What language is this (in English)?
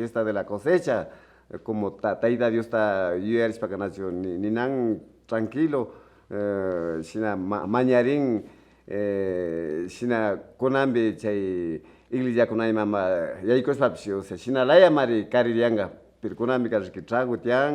Imbabura Highland Quichua